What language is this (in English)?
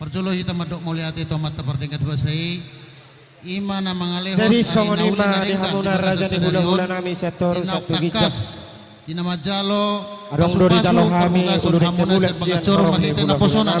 Batak Toba